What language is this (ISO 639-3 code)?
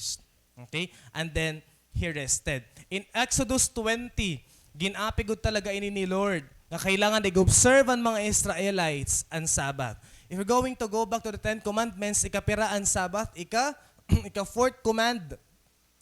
war